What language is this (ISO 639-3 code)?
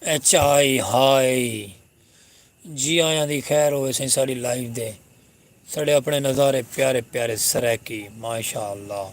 skr